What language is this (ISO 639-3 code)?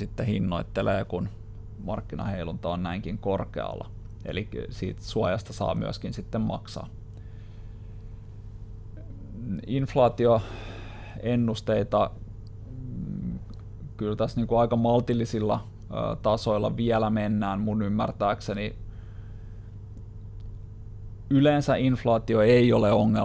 fin